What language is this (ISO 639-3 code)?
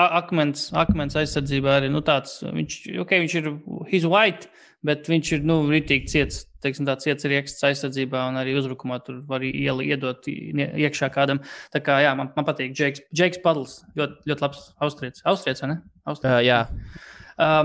lav